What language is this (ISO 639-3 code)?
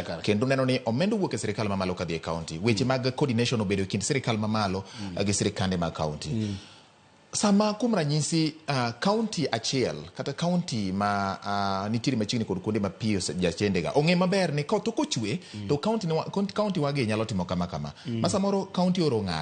luo